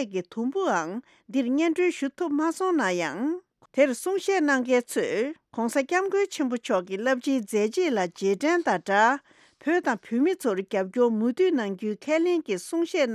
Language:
Tibetan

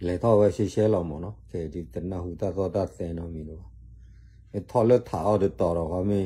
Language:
S'gaw Karen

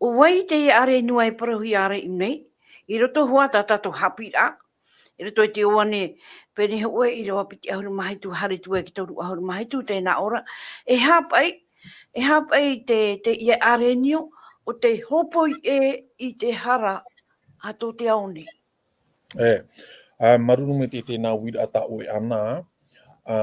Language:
Tahitian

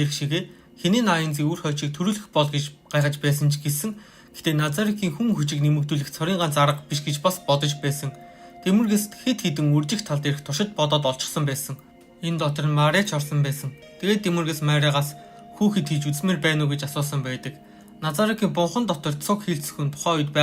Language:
Mongolian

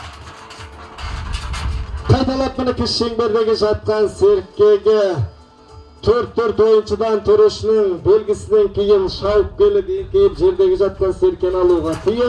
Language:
Kazakh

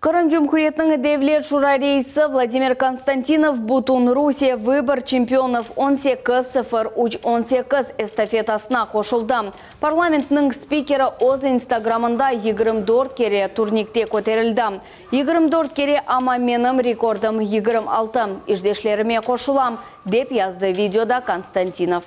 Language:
Crimean Tatar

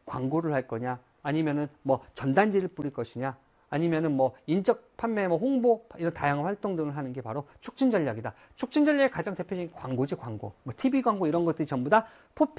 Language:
Korean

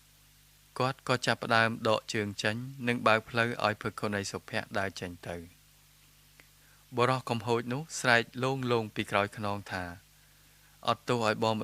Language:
Khmer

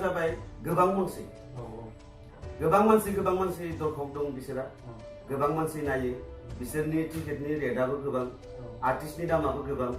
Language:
Bodo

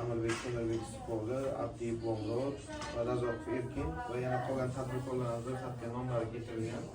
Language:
Uzbek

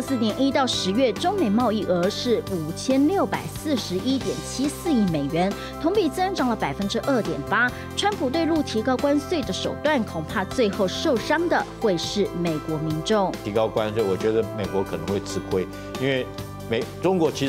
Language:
Chinese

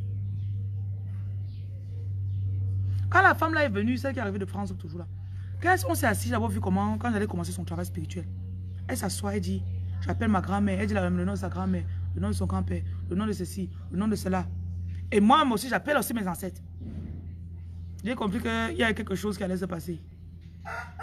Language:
French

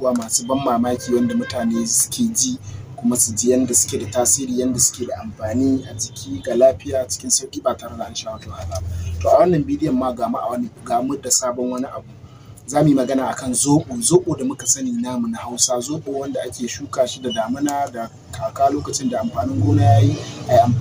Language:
Hausa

